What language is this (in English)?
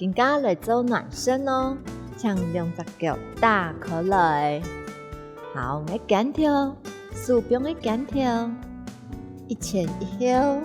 Hakka Chinese